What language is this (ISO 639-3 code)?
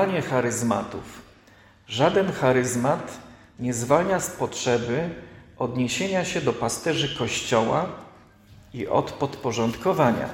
pol